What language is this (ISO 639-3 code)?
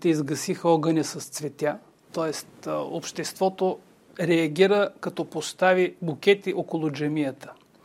bul